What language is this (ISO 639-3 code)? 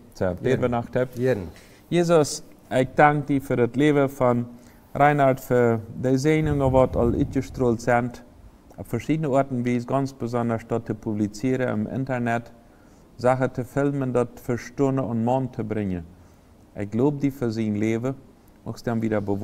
pdt